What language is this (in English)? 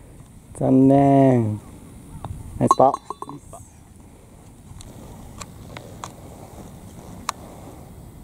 Japanese